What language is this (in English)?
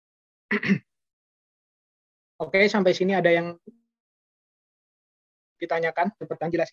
Indonesian